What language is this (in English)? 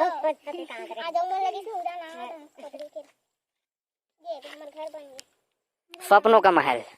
Chhattisgarhi